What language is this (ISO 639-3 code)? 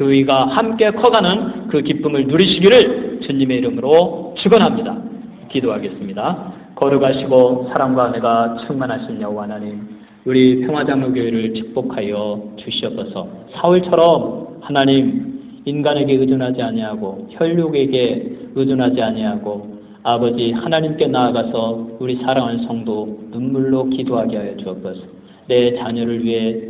kor